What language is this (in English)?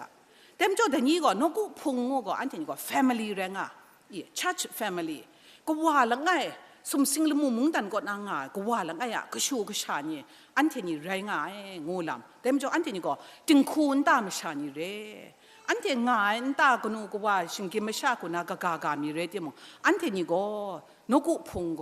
Kachin